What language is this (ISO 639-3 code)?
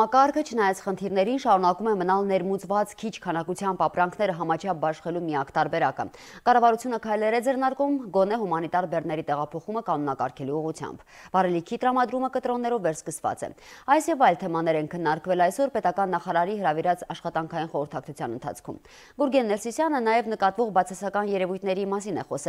hye